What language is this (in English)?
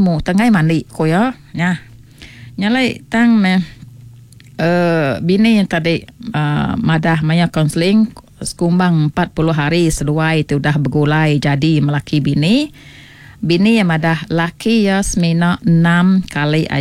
Iban